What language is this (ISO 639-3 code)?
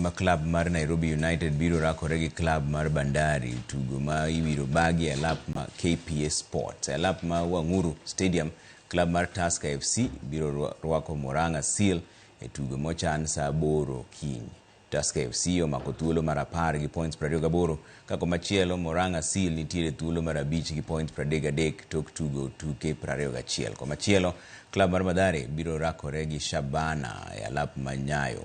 luo